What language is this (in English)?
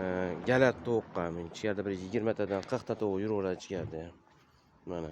Uzbek